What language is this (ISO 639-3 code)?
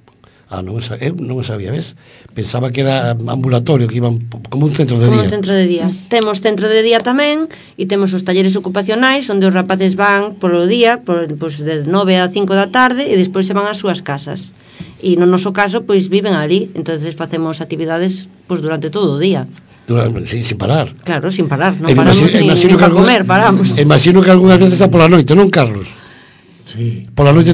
glg